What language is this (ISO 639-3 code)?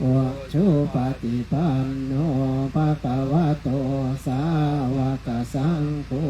pli